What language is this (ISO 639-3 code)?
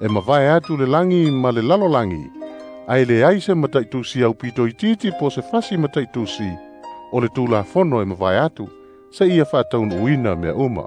smo